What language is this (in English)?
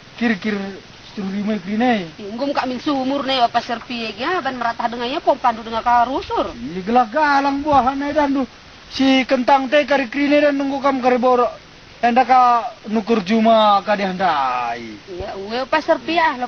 Batak Karo